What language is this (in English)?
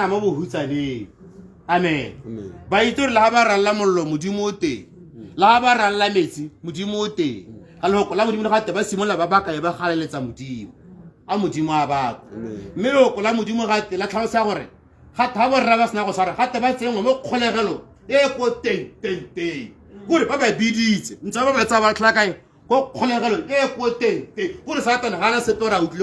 Tswana